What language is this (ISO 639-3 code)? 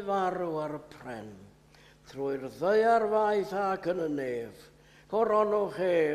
cym